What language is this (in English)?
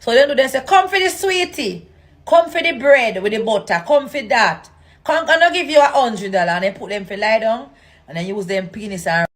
Jamaican Creole English